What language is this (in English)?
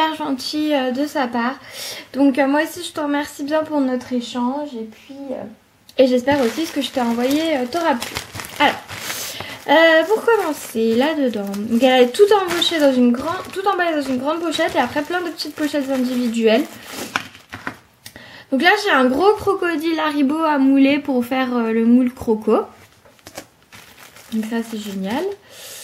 French